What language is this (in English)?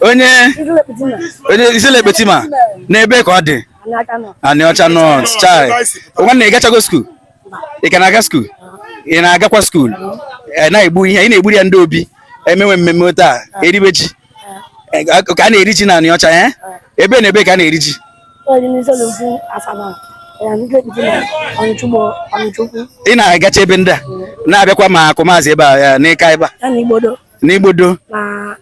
Igbo